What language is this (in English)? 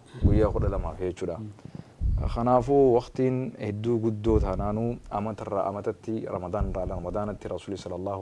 Oromo